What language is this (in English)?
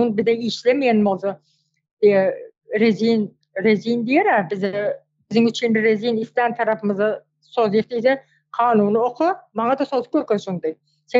Turkmen